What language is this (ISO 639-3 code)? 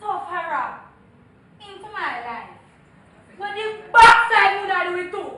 jam